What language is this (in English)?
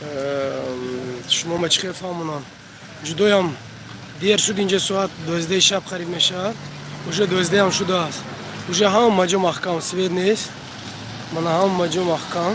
Tajik